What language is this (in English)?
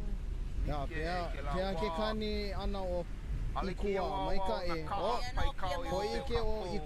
Hawaiian